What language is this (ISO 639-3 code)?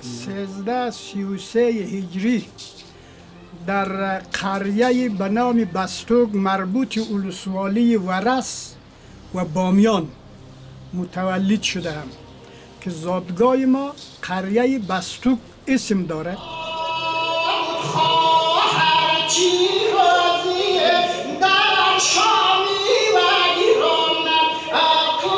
fas